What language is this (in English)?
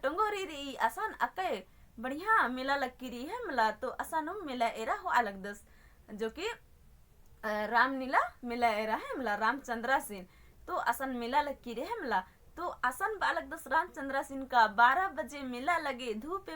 Kurukh